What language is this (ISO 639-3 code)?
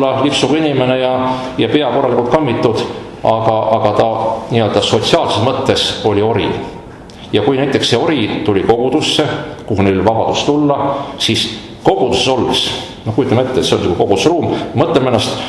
est